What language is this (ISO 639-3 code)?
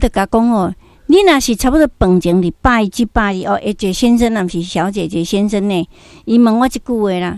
nan